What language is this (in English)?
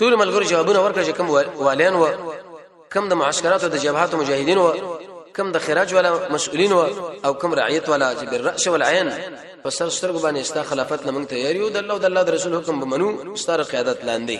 Pashto